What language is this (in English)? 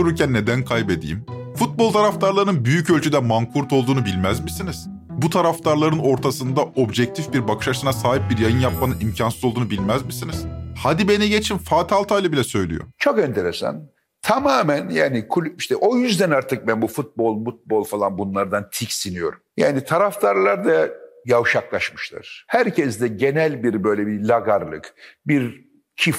Turkish